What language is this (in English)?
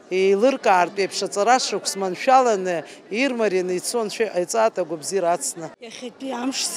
Abkhazian